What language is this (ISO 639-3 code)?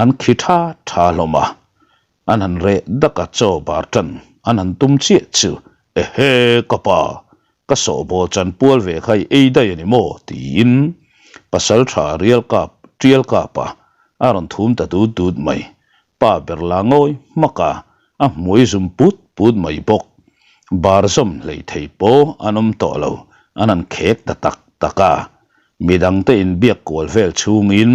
lus